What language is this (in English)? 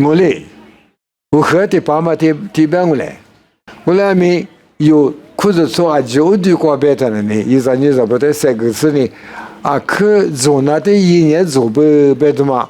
Lisu